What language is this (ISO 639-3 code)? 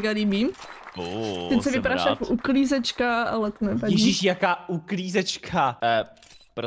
ces